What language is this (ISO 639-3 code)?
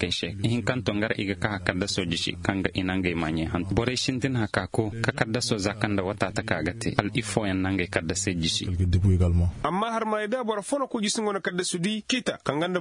ses